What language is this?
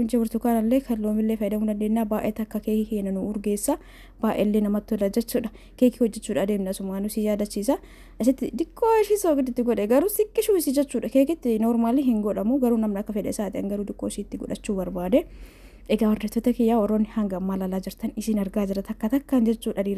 Oromo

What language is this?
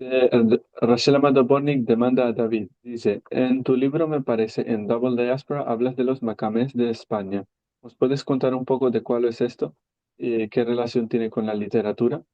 Ladino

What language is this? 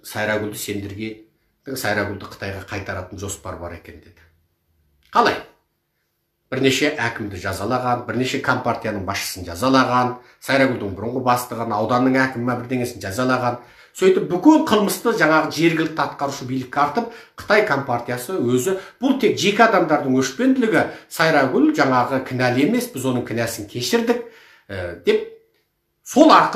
Kazakh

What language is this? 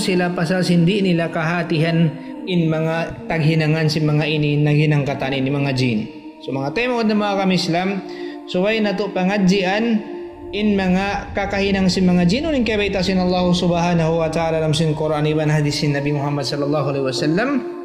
Tausug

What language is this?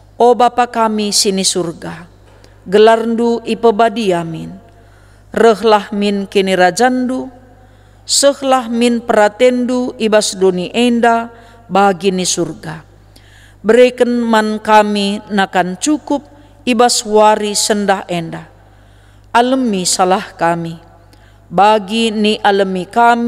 Batak Karo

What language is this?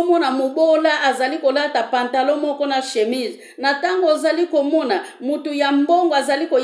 Lingala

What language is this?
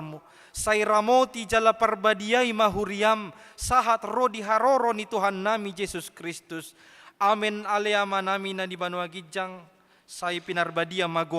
Batak Toba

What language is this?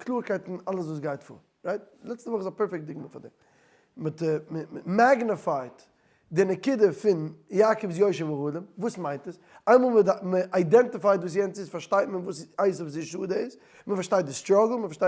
Yiddish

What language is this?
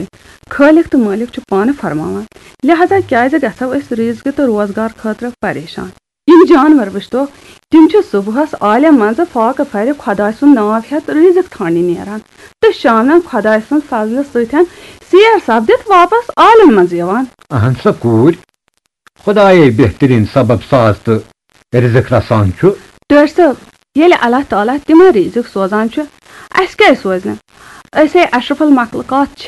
Kashmiri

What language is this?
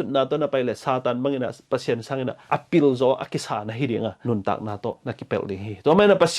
Tedim Chin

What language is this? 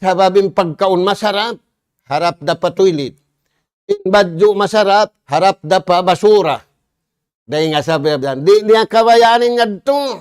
Tausug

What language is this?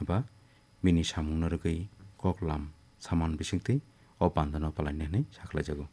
Kok Borok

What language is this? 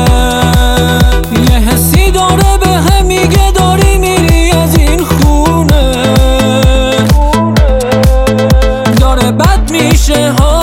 Persian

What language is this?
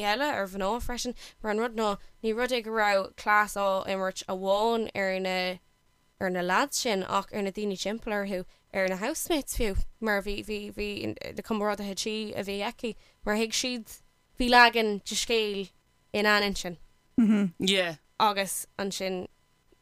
Irish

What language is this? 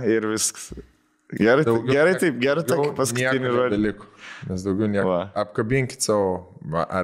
Lithuanian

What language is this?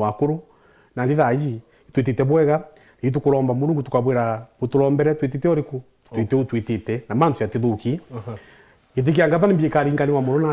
Meru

